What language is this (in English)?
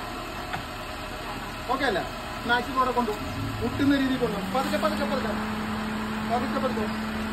Malayalam